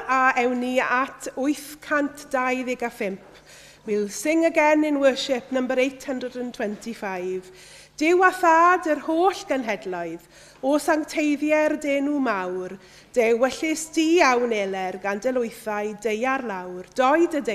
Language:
Welsh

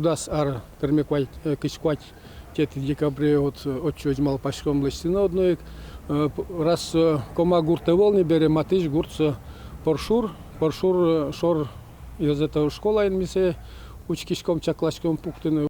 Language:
Udmurt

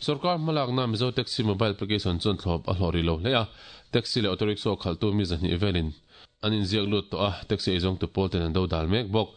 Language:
Mizo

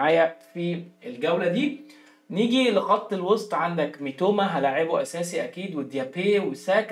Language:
Egyptian Arabic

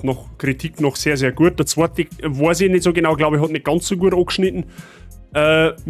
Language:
Bavarian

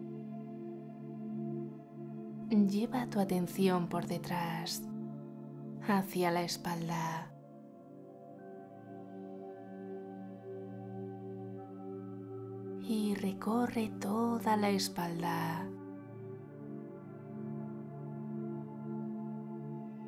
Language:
Spanish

